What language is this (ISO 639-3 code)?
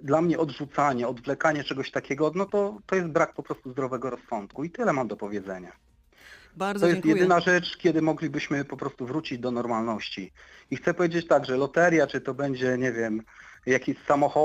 pol